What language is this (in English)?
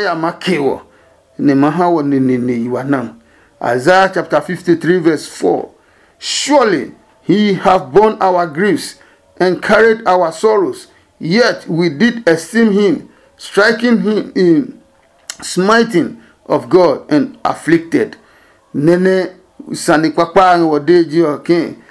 Adangme